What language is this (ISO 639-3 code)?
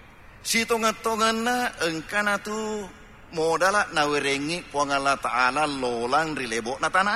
bug